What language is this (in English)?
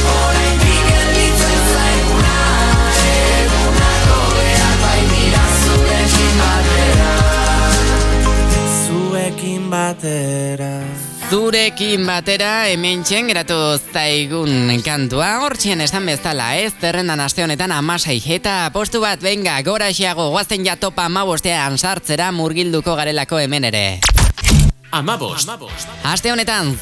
Basque